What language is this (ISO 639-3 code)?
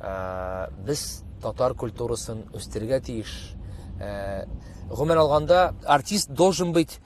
tat